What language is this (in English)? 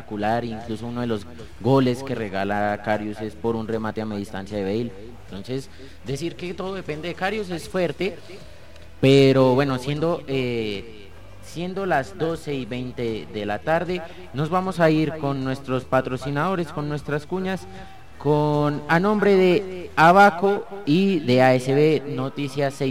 Spanish